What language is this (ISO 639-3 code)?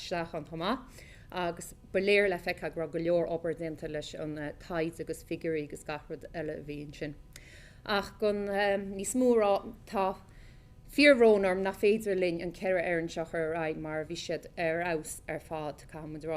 gle